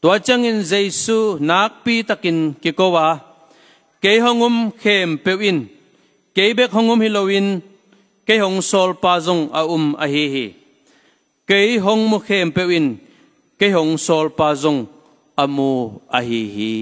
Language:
Tedim Chin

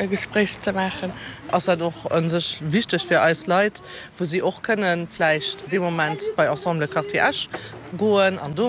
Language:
Luxembourgish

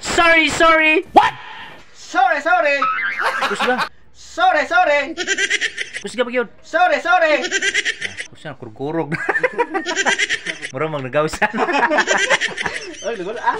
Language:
Cebuano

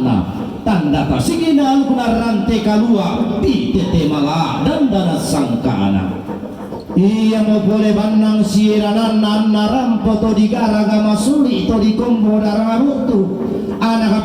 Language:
Toraja-Sa'dan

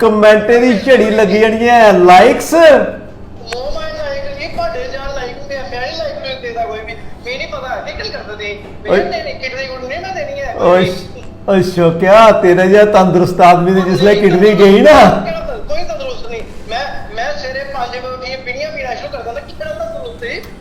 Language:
Dogri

